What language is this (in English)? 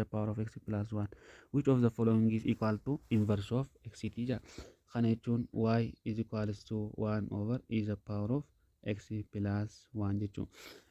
Oromo